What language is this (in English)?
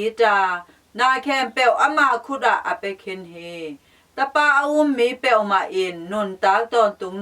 Tedim Chin